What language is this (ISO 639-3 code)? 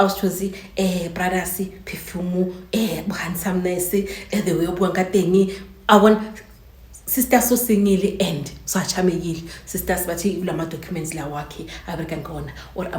zul